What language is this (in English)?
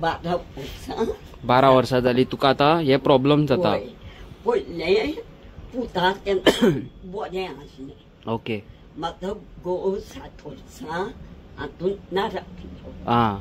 Konkani